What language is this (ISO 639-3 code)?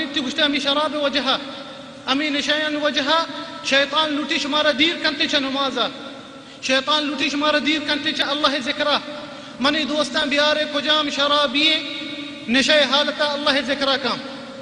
bal